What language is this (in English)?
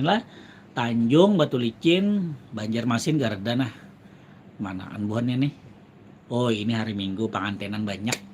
Banjar